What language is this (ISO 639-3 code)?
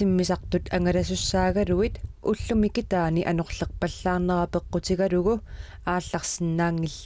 kal